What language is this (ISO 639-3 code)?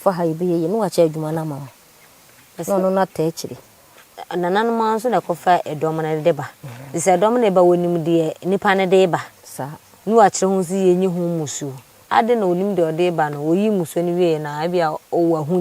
aka